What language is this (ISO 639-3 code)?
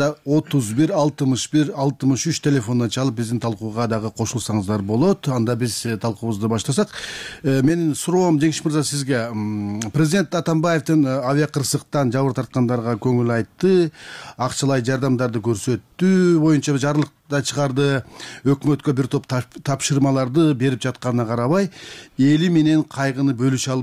kir